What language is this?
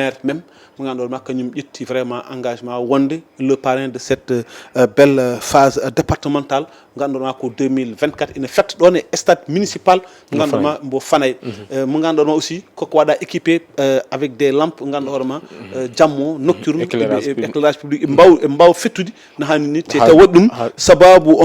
Fula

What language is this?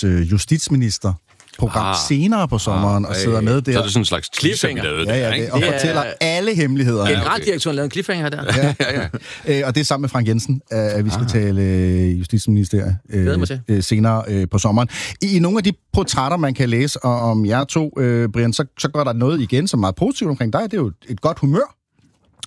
Danish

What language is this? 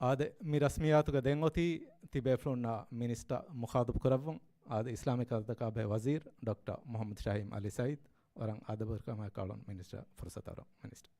Divehi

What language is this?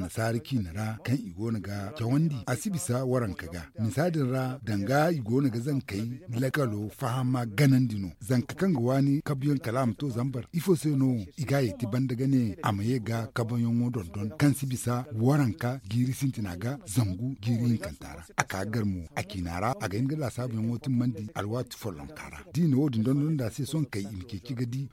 Zarma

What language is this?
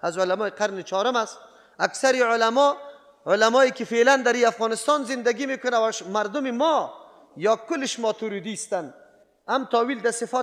Persian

